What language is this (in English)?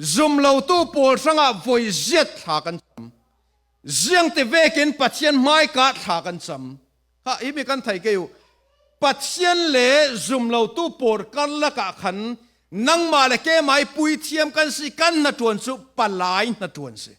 Falam Chin